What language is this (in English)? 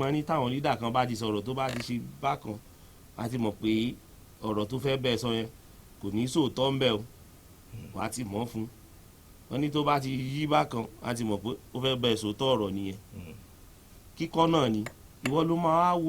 Yoruba